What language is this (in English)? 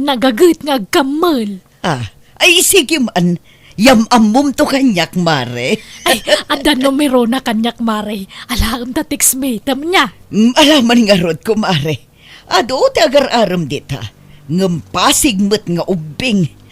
Iloko